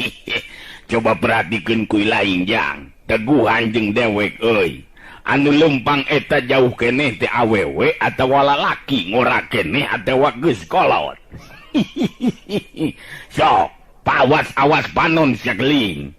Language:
Sundanese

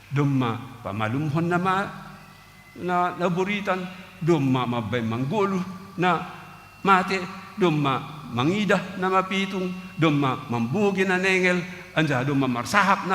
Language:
Batak Simalungun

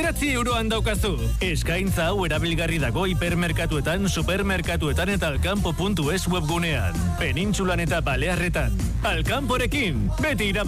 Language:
Basque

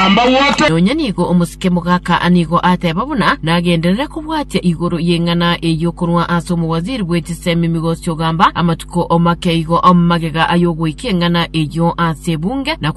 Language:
Gusii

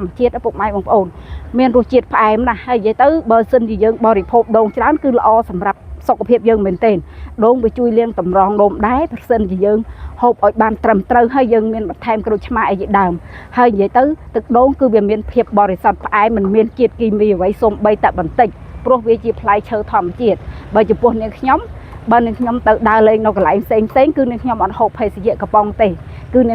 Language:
Khmer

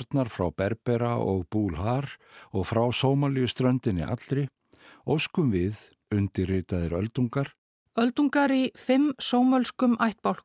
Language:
Icelandic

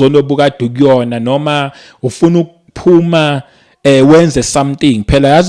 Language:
Zulu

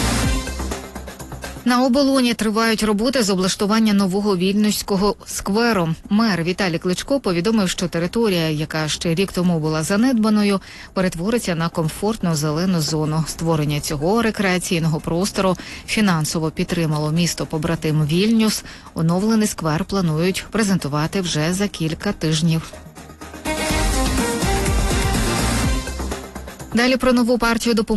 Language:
Ukrainian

